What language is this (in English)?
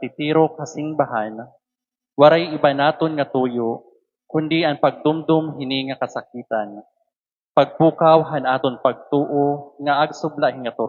Waray